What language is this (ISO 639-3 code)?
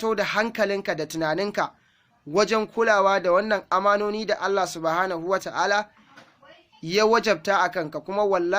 hau